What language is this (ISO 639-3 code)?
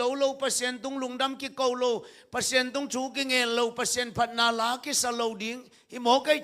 ctd